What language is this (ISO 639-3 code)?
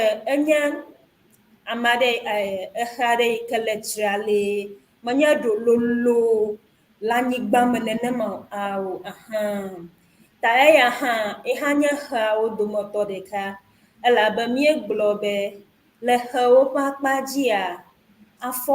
ewe